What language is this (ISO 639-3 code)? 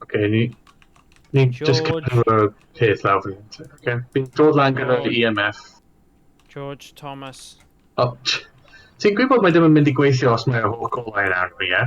cym